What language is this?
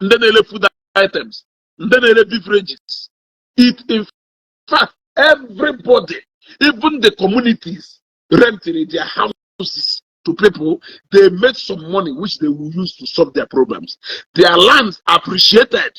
Igbo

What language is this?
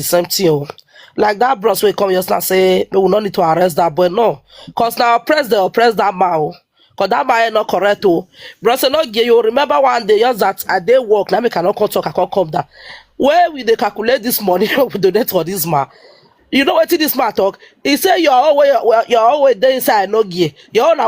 Nigerian Pidgin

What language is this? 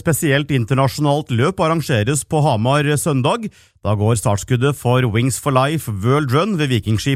Norwegian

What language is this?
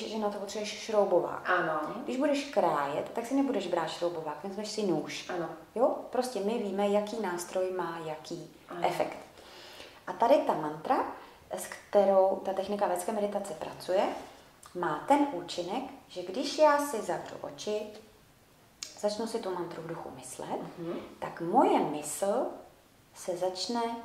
Czech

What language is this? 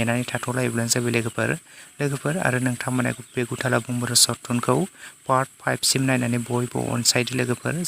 Bodo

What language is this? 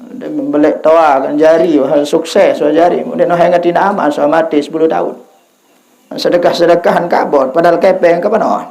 Sasak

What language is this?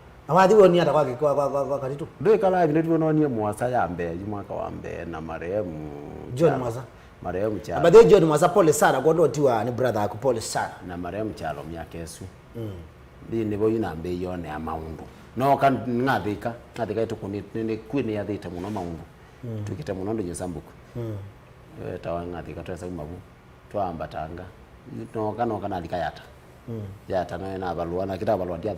Kamba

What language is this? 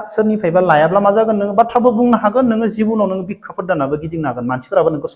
Bodo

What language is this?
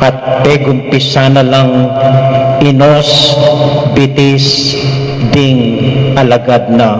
Pampanga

